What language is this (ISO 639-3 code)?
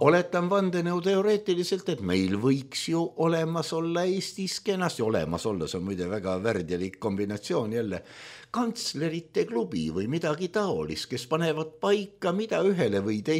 est